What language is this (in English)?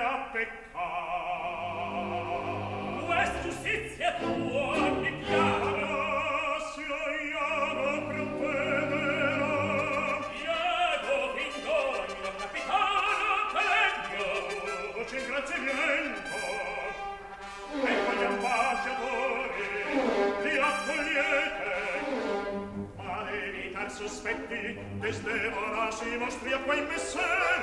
Italian